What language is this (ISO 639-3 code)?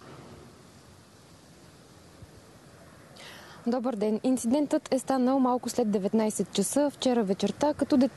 bul